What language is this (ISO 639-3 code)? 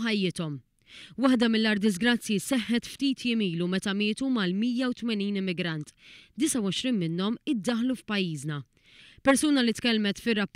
mlt